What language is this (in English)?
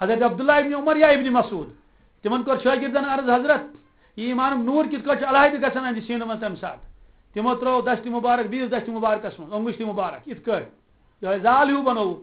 Kashmiri